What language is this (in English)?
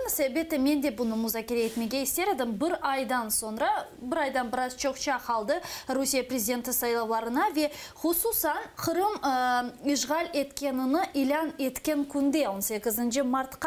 Crimean Tatar